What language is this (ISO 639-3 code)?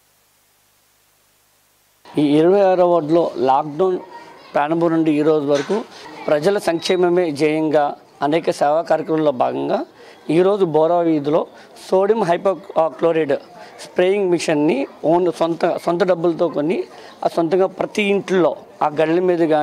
tel